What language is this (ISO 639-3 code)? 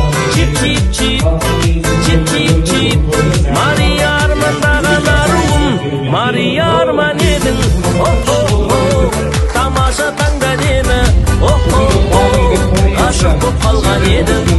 kaz